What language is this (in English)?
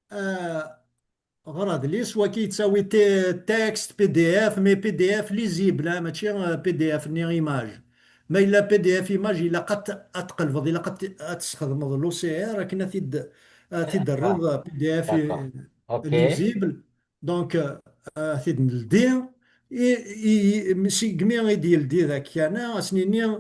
Kabyle